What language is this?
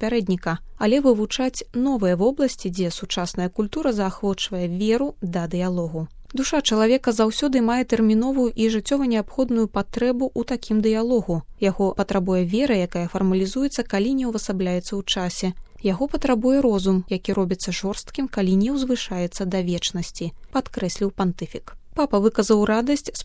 Belarusian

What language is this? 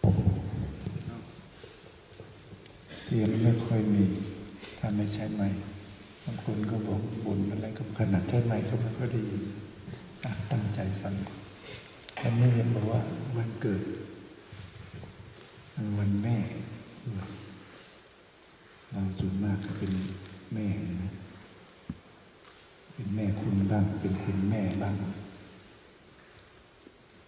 Thai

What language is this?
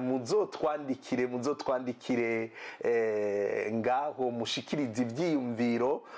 Rundi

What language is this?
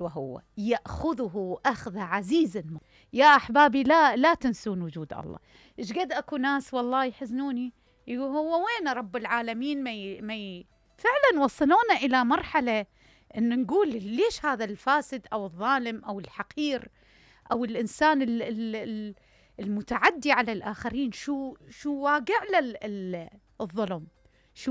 Mesopotamian Arabic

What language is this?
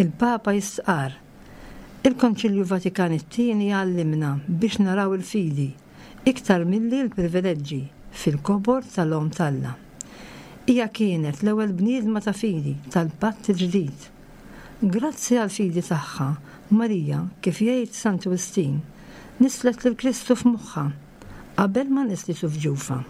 Maltese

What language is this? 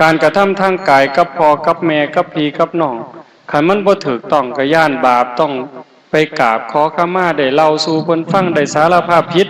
Northeastern Thai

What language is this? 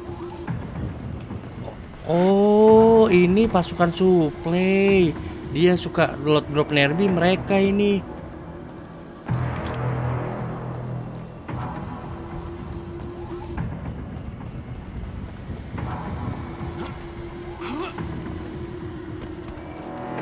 Indonesian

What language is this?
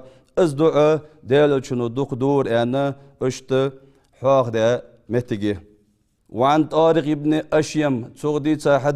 Ingush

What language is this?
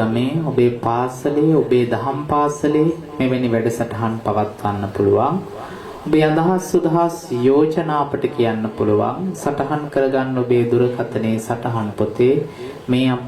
Sinhala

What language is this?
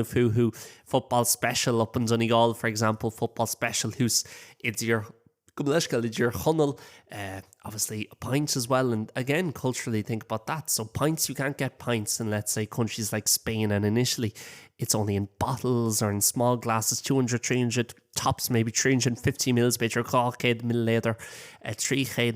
Irish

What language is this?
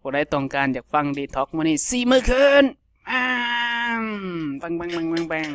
Lao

